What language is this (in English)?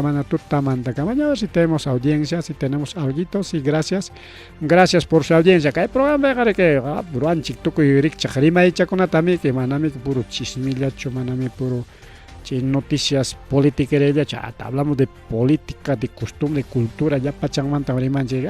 Ayacucho Quechua